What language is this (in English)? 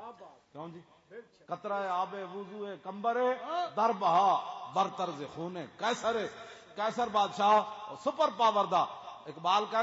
Western Panjabi